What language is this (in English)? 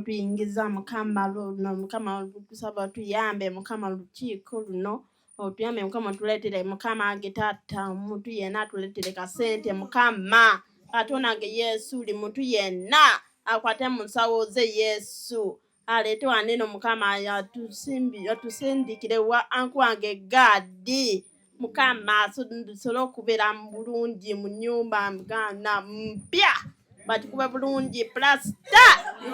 Ganda